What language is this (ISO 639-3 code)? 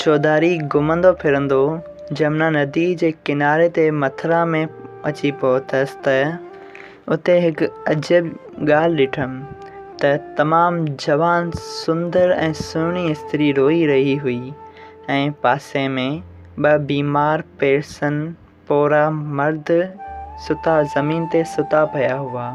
snd